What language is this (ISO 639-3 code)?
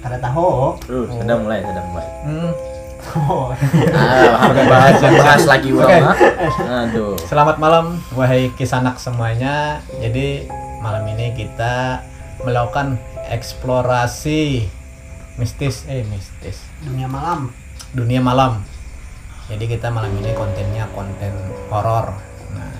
bjn